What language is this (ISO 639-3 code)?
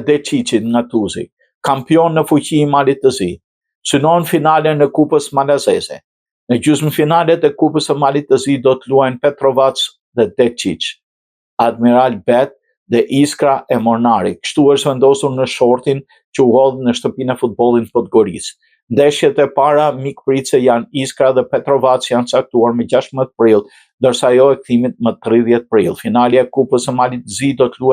sqi